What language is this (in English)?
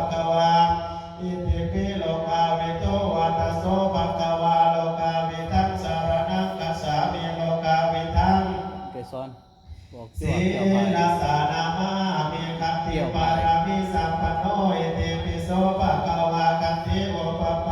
Pali